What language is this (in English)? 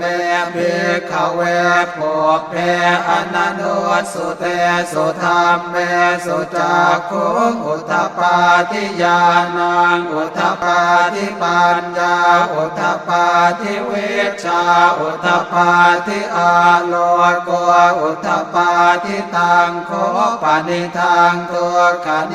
Pali